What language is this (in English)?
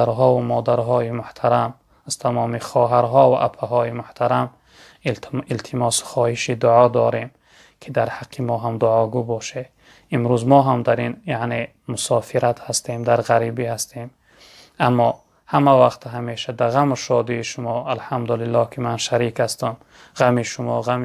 Tajik